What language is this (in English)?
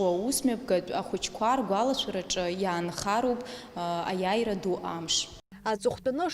Abkhazian